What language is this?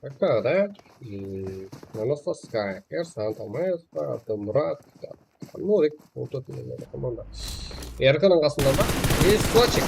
Kara-Kalpak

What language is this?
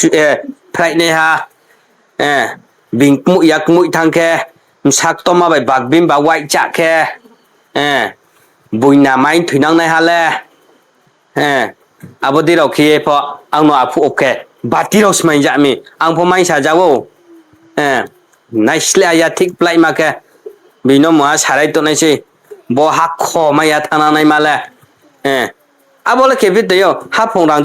Riang (India)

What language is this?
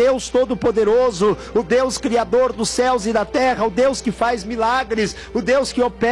Portuguese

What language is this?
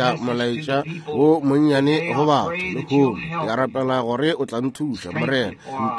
Northern Sotho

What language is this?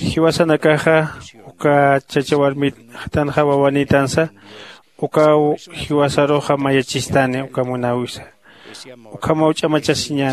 Aymara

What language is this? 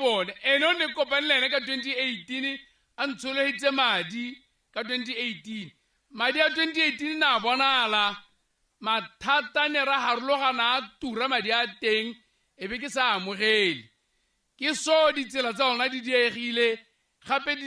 Tswana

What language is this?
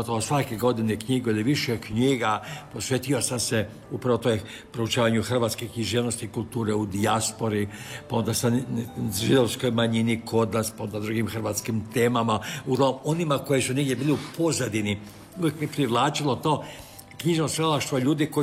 Croatian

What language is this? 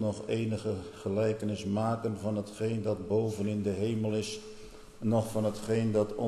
Dutch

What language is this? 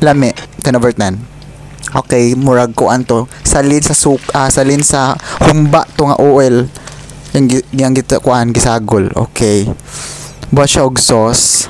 Cebuano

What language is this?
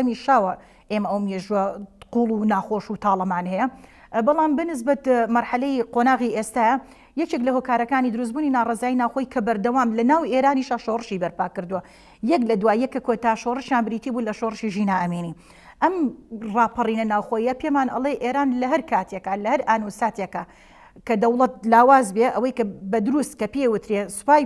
Central Kurdish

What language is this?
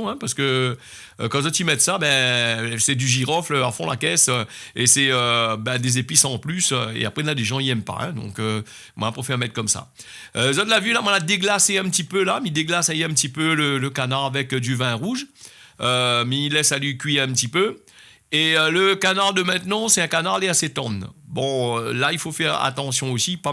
Réunion Creole French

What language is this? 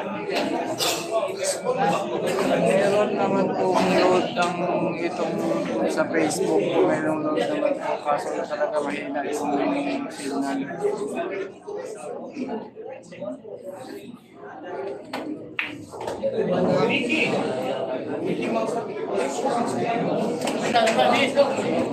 Filipino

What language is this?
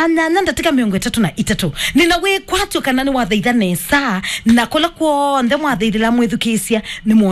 Kamba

